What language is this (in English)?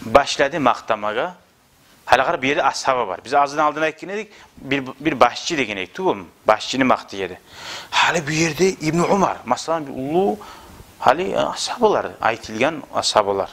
Kumyk